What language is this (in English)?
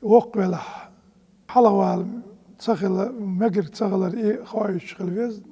Chechen